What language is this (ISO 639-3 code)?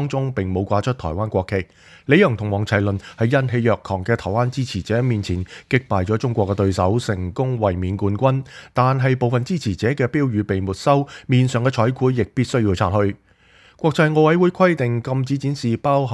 yue